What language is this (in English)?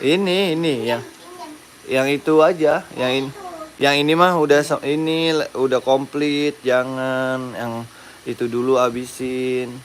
Betawi